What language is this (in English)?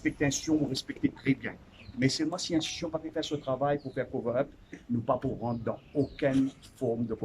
Morisyen